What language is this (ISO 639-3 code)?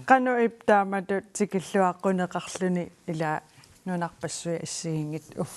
kal